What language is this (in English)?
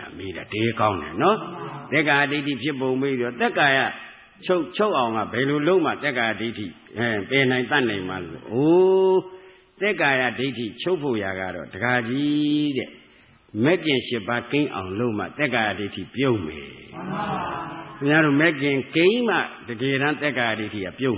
Burmese